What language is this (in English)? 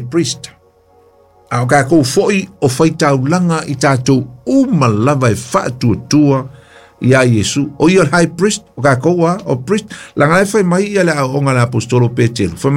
Samoan